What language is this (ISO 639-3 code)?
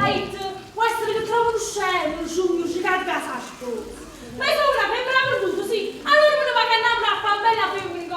nap